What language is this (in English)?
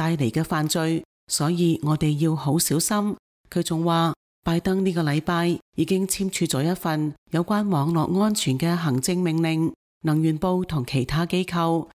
Cantonese